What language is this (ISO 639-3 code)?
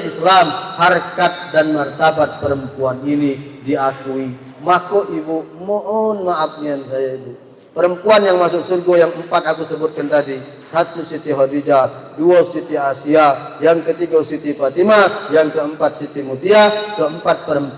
mui